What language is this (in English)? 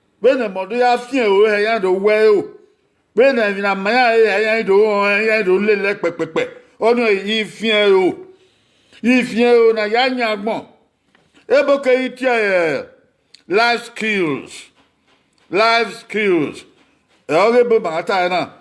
Bini